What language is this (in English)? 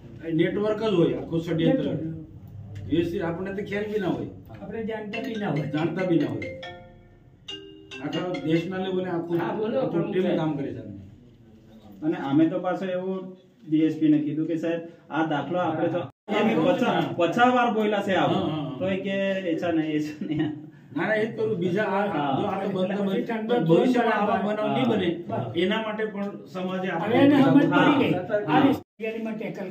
Gujarati